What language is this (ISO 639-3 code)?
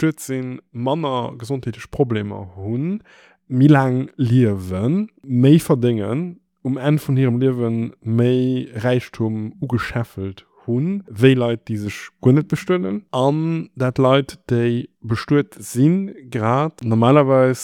ltz